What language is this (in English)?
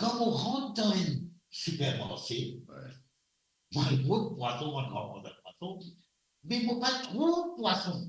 Morisyen